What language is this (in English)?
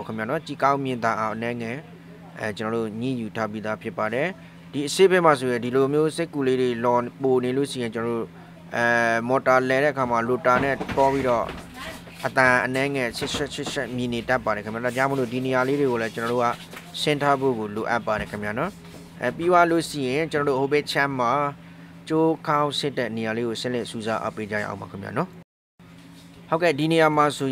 Burmese